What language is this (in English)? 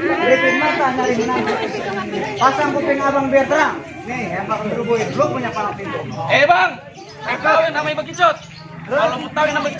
Betawi